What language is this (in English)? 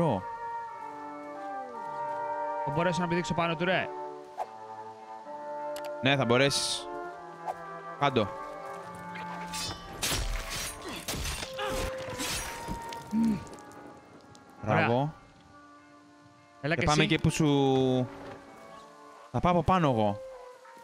Greek